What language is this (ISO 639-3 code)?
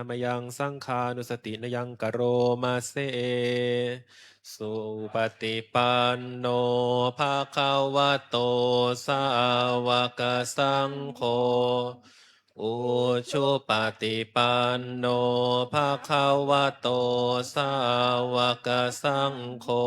pli